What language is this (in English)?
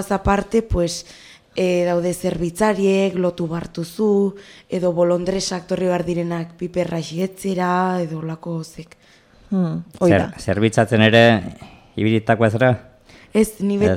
Basque